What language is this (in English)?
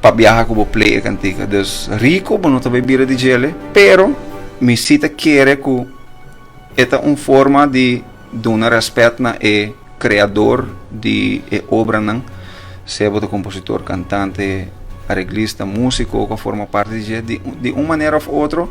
Papiamento